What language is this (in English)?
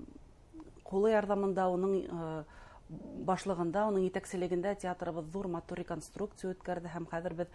Bashkir